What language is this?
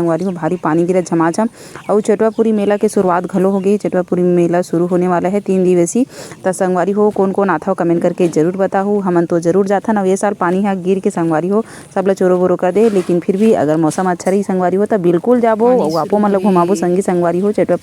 Chhattisgarhi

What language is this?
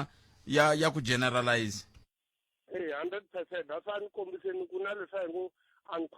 Tsonga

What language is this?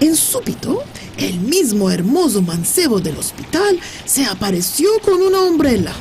Ladino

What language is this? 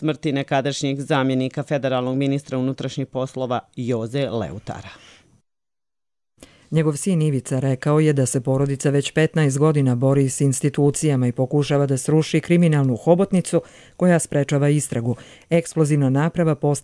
Bosnian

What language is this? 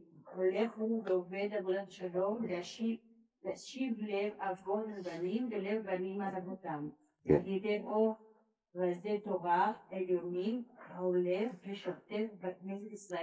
Hebrew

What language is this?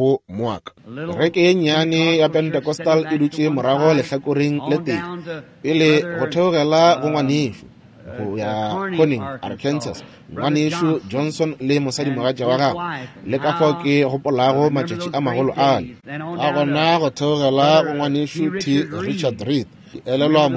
Northern Sotho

